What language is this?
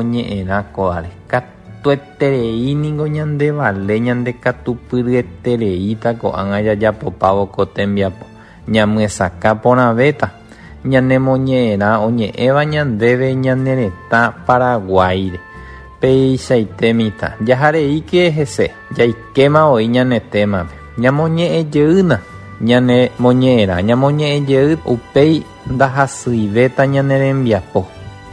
Guarani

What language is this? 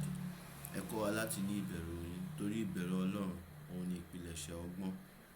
Yoruba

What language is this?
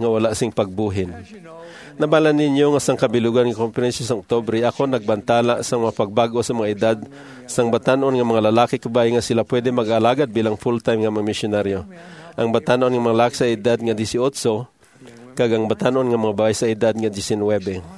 Hiligaynon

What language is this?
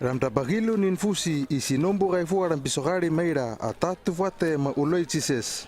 Hano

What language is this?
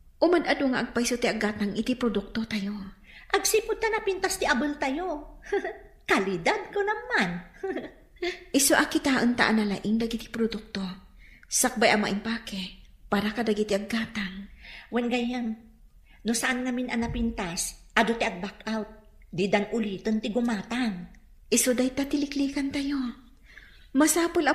Iloko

